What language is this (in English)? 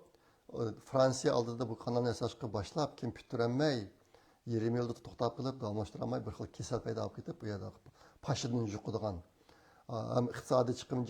Uyghur